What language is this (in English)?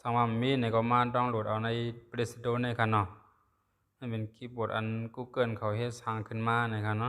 Shan